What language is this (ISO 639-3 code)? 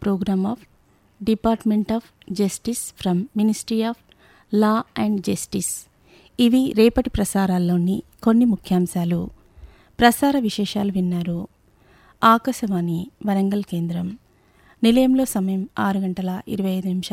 tel